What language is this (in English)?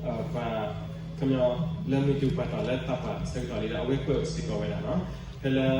S'gaw Karen